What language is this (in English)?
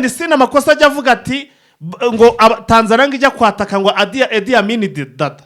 Kinyarwanda